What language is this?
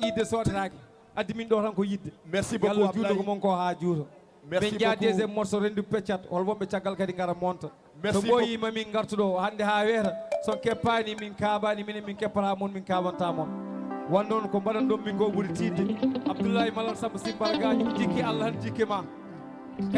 Fula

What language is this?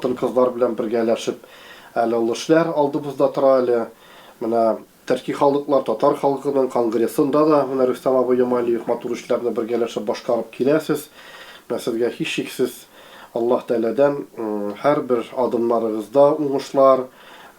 Tatar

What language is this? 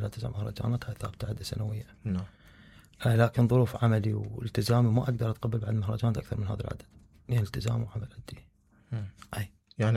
Mesopotamian Arabic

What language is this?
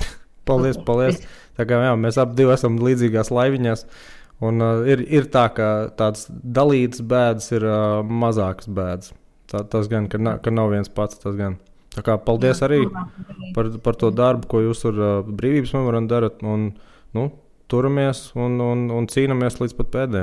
Latvian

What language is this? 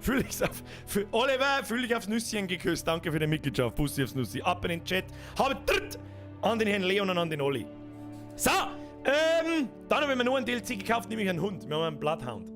Bavarian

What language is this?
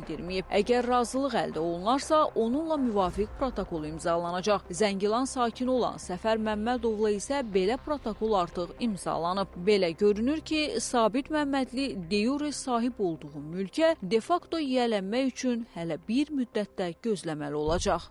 Azerbaijani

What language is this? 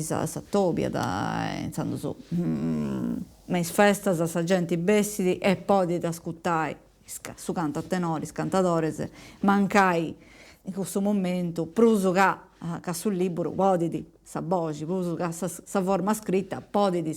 Sardinian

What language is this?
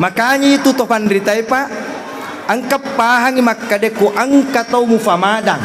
Buginese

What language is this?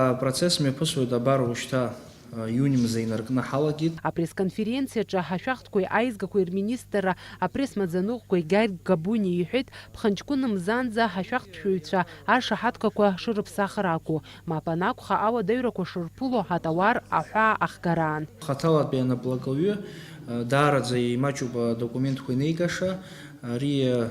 Abkhazian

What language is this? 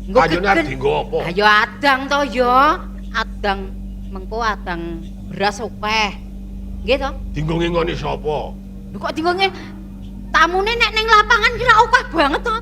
Javanese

